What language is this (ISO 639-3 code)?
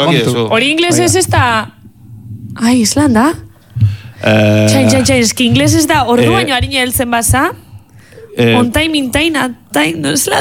eus